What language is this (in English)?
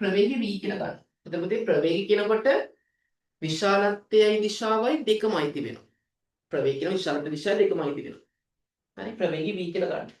Sinhala